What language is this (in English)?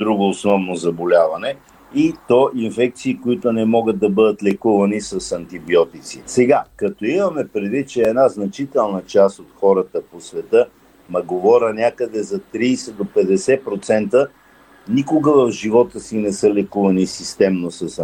Bulgarian